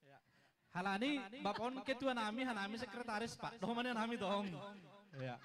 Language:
Batak Simalungun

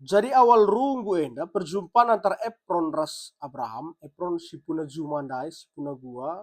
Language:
Batak Karo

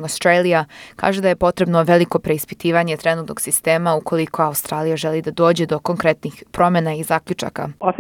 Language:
Serbian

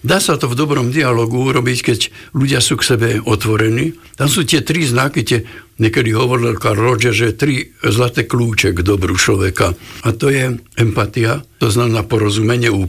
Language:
Slovak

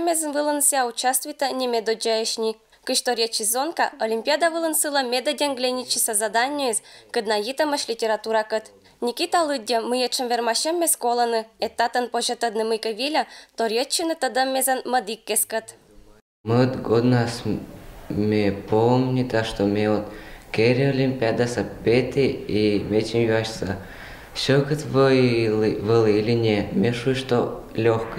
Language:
Komi-Permyak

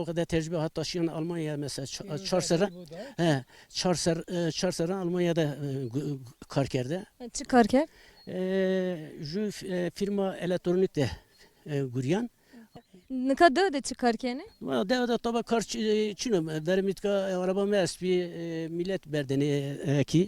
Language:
Zaza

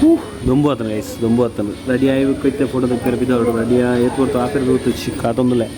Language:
Tulu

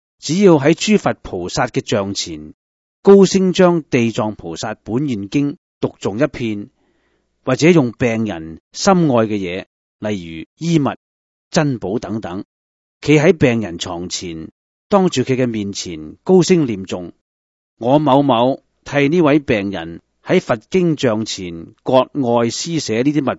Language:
Cantonese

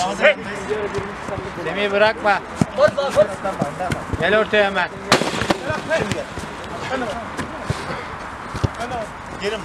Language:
Turkish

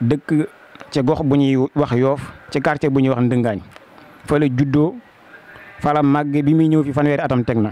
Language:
Wolof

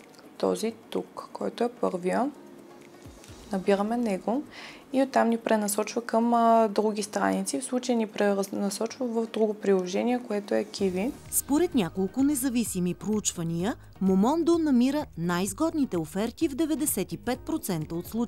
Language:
Bulgarian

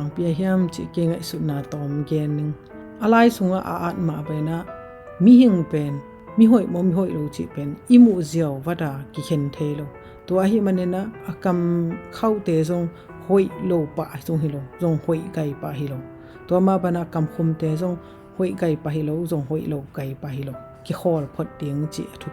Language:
Tedim Chin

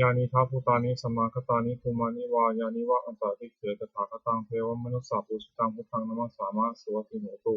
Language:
Pali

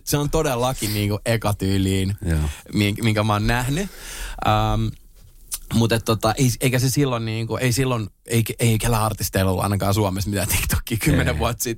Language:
Finnish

